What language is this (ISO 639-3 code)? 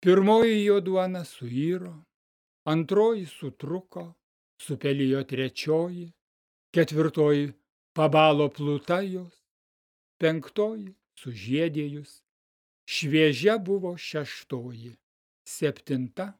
lit